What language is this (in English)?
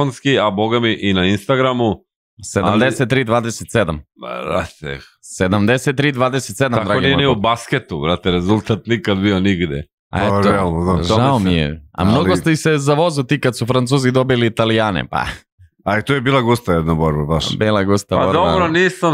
Serbian